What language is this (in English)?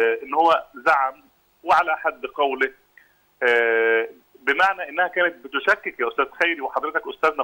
Egyptian Arabic